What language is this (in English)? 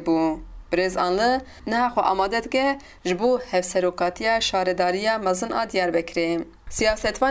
Kurdish